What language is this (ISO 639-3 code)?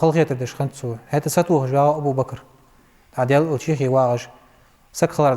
inh